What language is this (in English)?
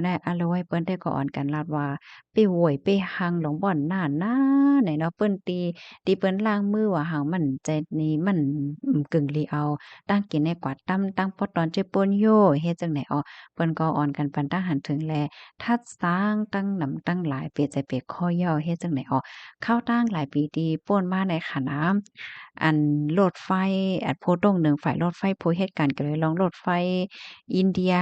Shan